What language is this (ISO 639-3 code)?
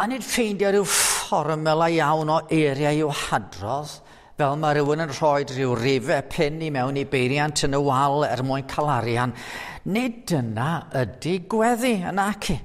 cym